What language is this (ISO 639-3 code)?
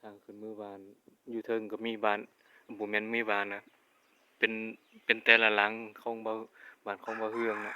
lao